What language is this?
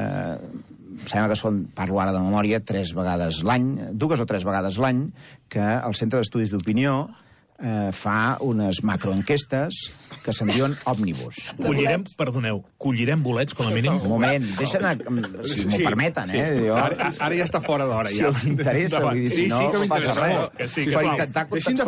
Catalan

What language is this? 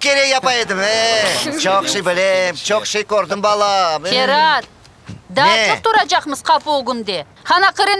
Crimean Tatar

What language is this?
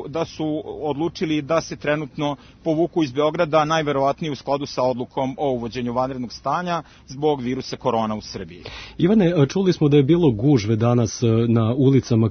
Serbian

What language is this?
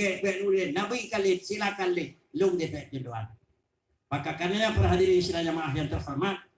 Achinese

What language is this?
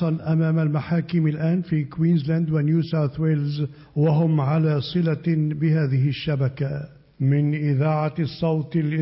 Arabic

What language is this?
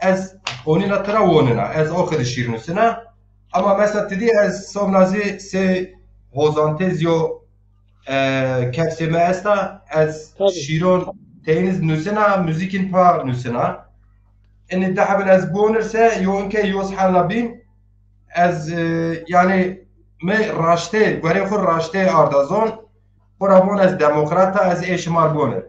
Zaza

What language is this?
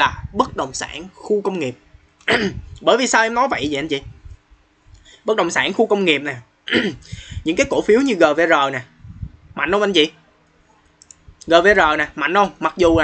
Vietnamese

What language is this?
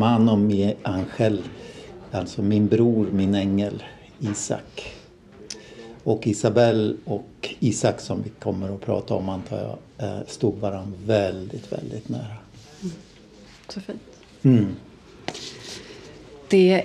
Swedish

